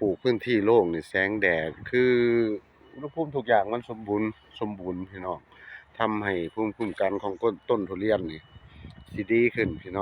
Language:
Northeastern Thai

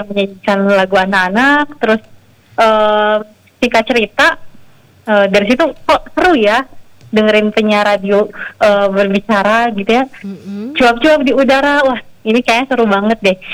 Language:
Indonesian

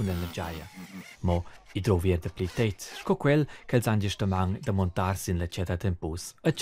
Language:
Romansh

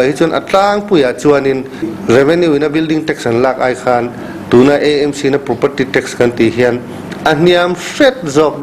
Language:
Mizo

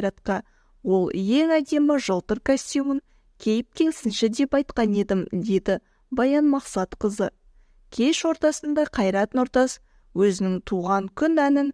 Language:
Kazakh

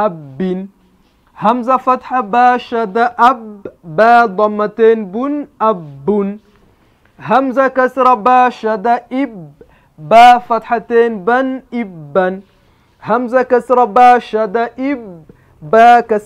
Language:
Kinyarwanda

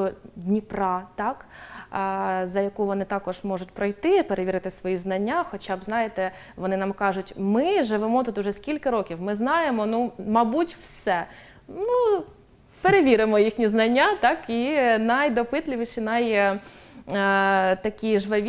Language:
Ukrainian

